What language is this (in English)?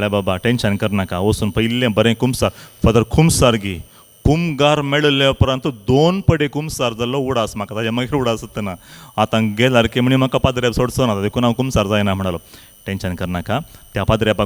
Konkani